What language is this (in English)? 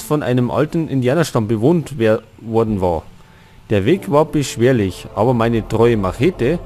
Bavarian